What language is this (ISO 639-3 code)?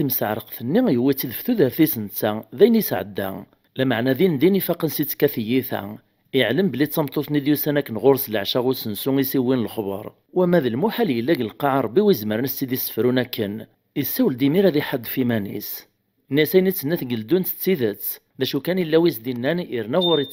kab